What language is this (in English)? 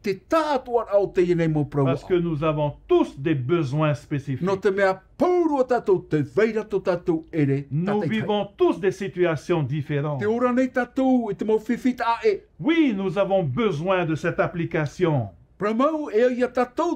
Tahitian